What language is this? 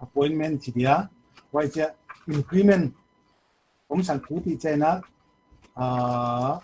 Paite Chin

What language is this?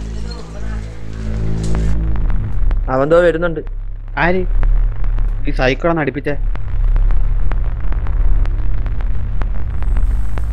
Malayalam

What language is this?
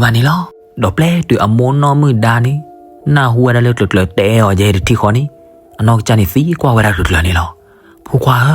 S'gaw Karen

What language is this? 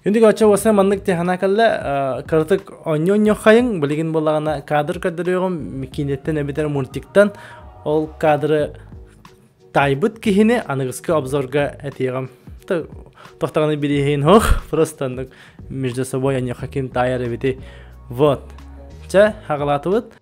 Yakut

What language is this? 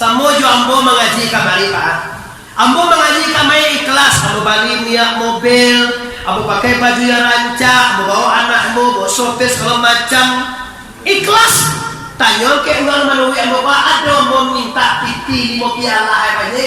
Minangkabau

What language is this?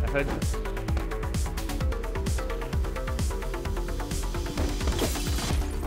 French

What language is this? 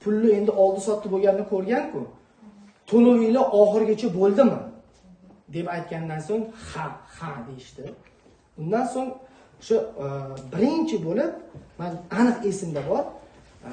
Uzbek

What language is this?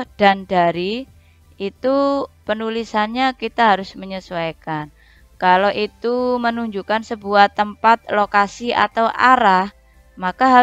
Indonesian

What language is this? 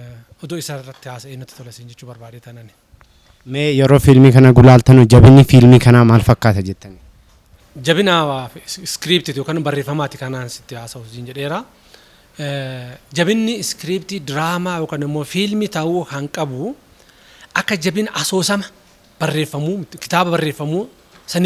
Oromo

